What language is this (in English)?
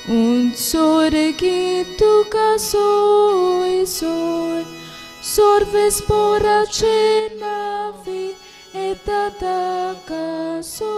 Konkani